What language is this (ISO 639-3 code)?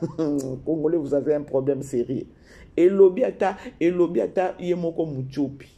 lin